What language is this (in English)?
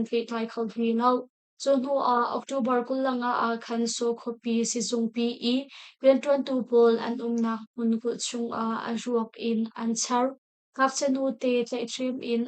Hakha Chin